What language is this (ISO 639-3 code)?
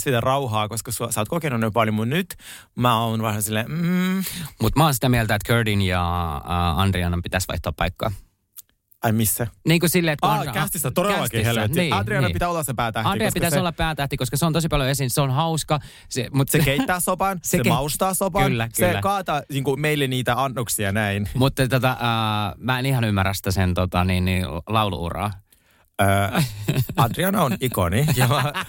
fin